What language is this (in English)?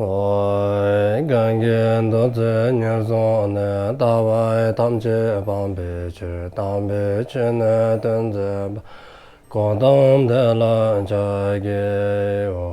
Dzongkha